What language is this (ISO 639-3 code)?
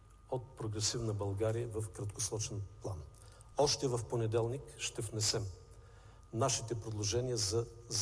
bul